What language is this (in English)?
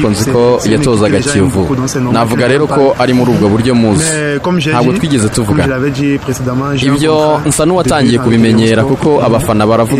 Kinyarwanda